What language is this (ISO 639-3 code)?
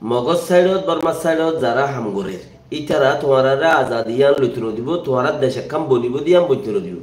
rhg